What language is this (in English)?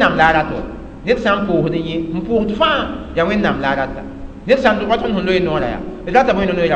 Mossi